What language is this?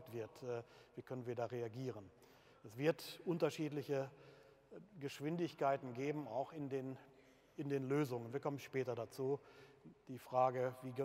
German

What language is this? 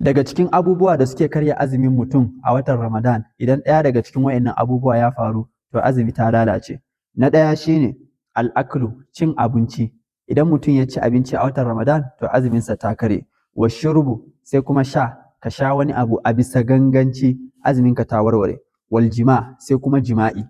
Hausa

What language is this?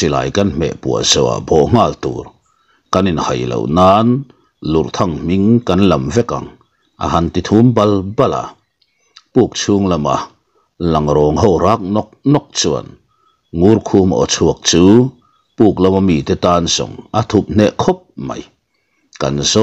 Mizo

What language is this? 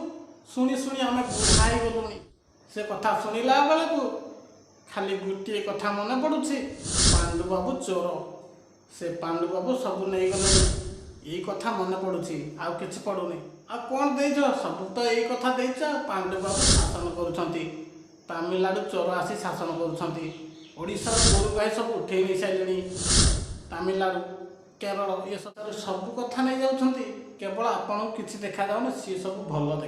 Odia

